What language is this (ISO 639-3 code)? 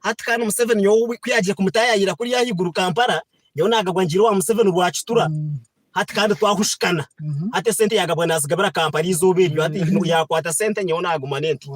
nyn